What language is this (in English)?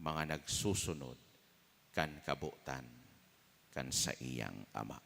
Bikol